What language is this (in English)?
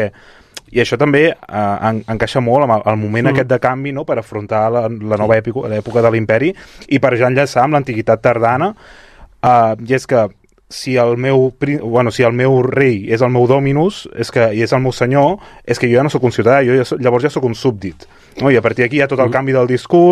Catalan